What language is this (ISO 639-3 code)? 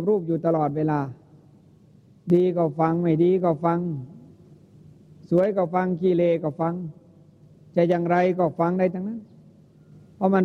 tha